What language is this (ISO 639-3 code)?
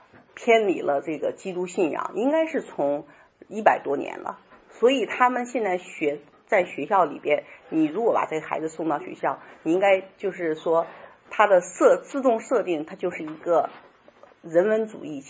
zho